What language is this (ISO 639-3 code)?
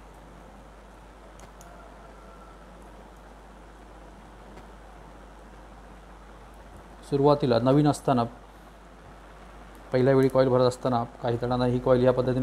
mar